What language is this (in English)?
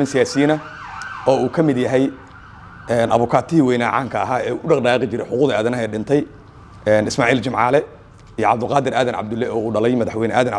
Somali